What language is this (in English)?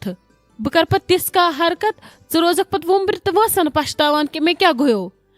Kashmiri